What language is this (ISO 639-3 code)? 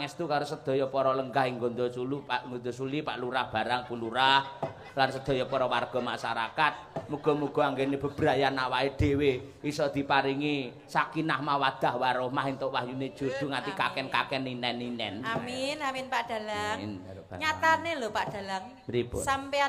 jav